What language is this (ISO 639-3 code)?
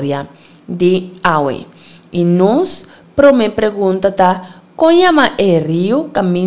pap